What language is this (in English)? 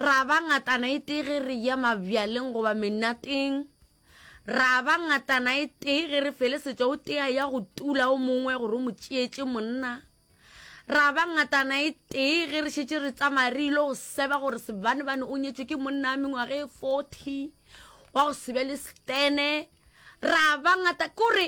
Northern Sotho